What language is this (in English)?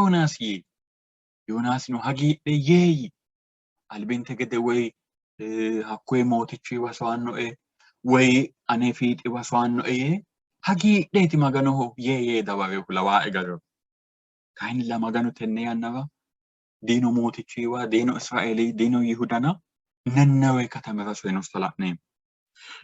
Sidamo